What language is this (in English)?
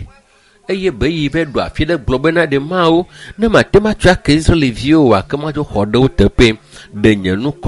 Ewe